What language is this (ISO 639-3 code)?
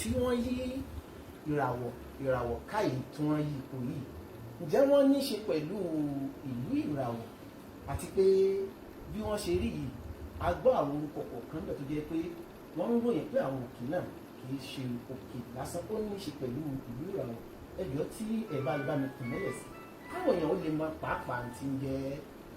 yor